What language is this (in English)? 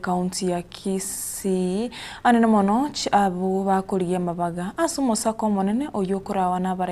Gusii